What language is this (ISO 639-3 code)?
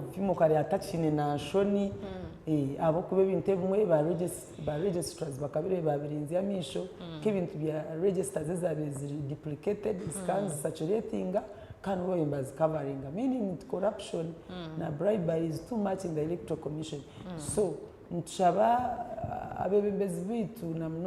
nyn